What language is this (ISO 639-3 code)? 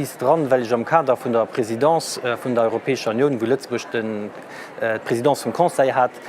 ltz